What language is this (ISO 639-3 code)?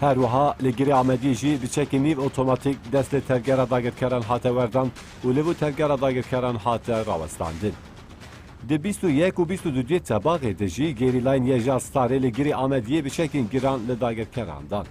kur